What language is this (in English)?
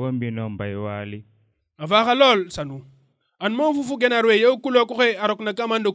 Serer